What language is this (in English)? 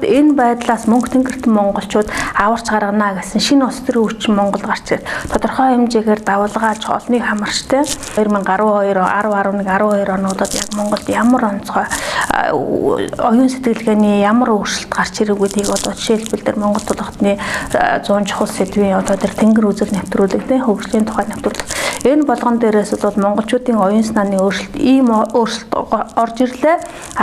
Mongolian